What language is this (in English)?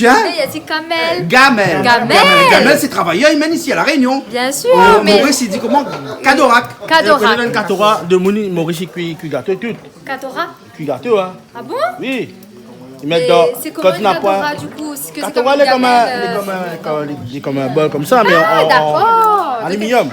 Réunion Creole French